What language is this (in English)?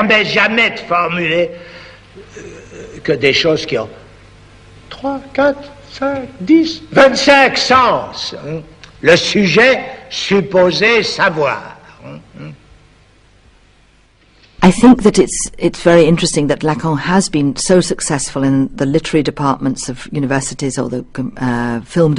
French